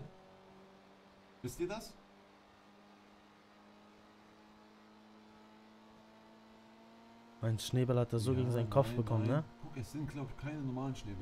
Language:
German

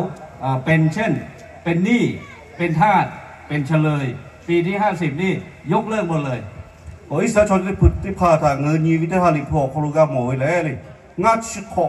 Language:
Lahu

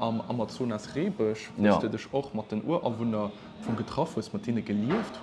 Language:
Luxembourgish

